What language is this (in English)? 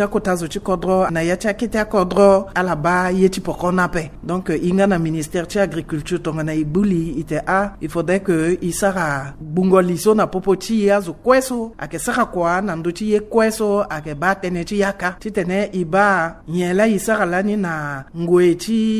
Sango